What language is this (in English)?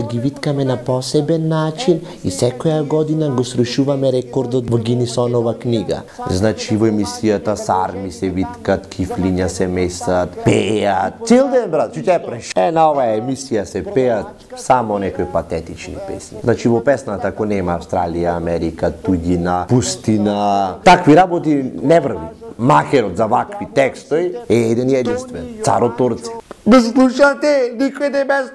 Macedonian